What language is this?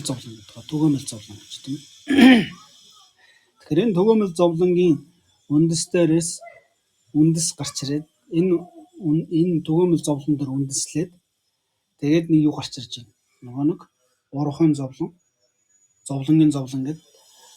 Mongolian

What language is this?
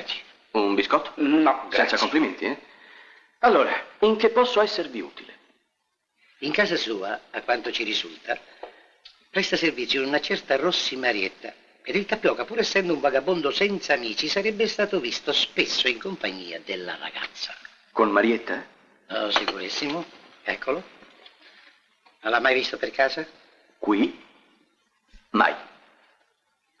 Italian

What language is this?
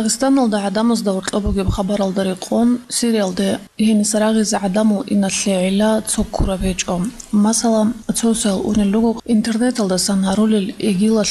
Avaric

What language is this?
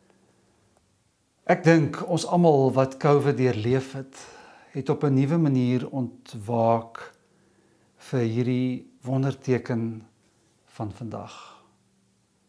Afrikaans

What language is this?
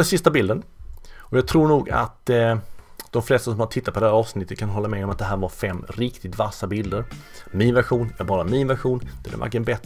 Swedish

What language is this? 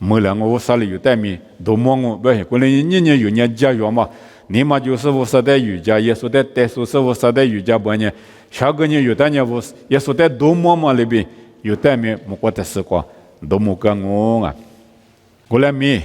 Lisu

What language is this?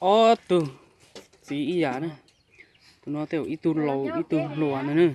Hmong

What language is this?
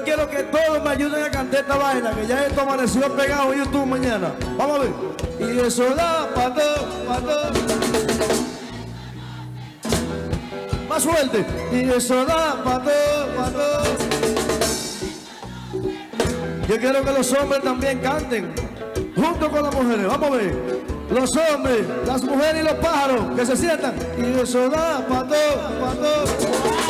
Spanish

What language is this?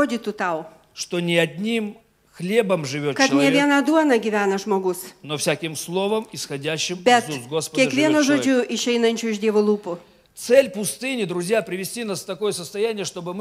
Russian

